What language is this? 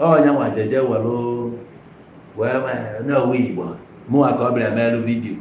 Igbo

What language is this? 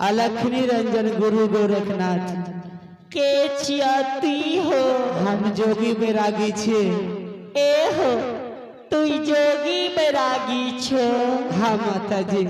Maithili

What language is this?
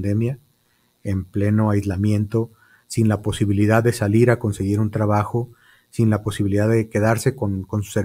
Spanish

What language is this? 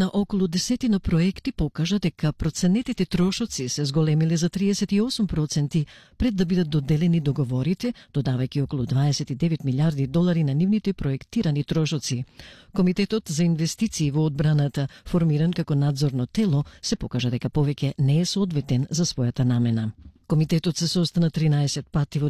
Macedonian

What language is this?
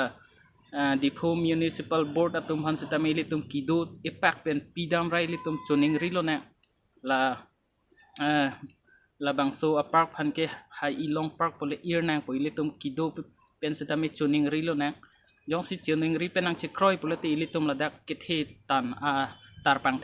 Karbi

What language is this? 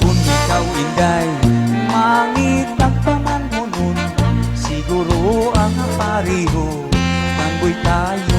Waray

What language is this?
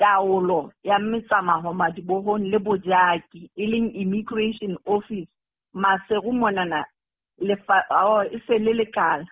Southern Sotho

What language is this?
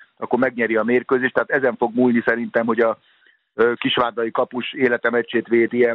Hungarian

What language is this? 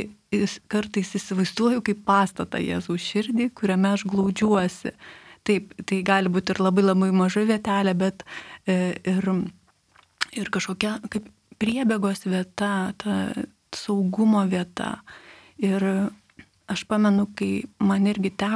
Lithuanian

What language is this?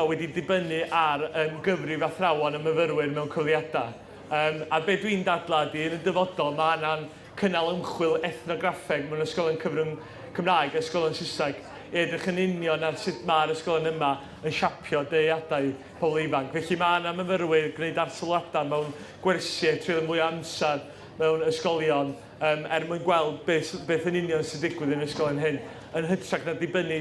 Welsh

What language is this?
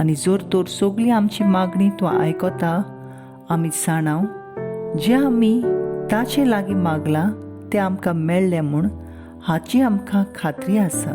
Konkani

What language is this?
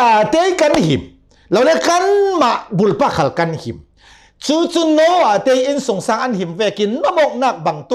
Hakha Chin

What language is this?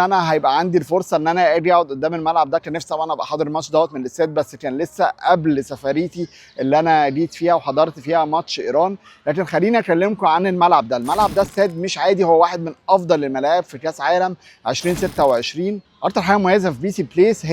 Egyptian Arabic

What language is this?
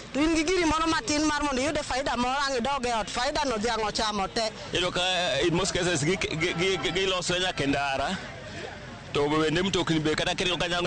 Luo (Kenya and Tanzania)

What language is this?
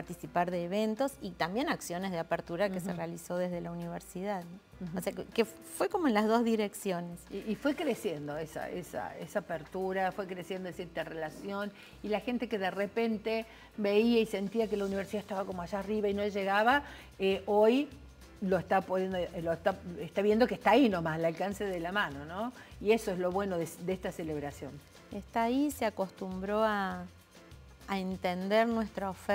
Spanish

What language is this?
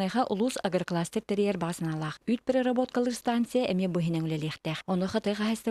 Yakut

